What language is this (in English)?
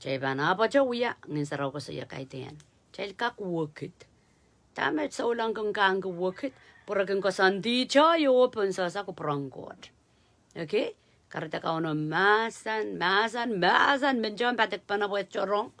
Pohnpeian